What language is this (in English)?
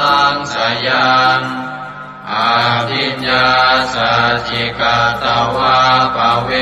Pali